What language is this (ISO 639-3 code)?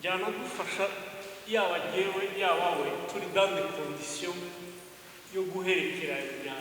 kin